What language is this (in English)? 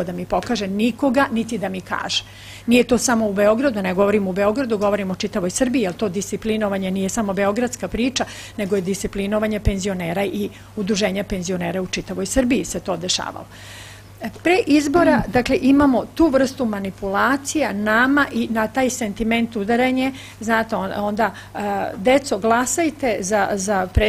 Serbian